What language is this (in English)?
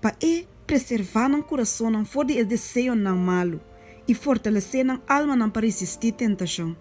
Papiamento